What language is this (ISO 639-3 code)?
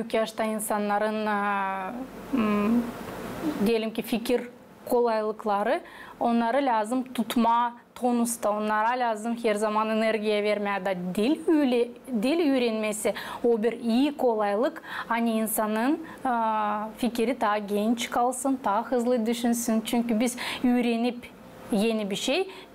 gag